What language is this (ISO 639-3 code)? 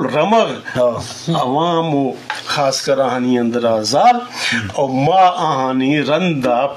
bgp